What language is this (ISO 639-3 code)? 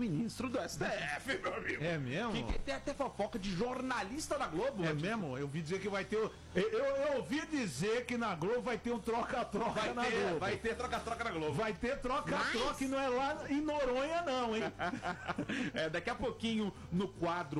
por